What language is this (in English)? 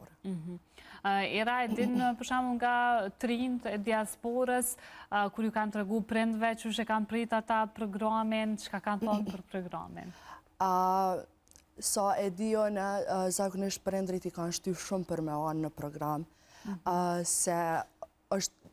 Albanian